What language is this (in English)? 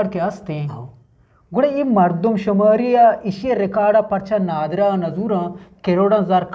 Eastern Balochi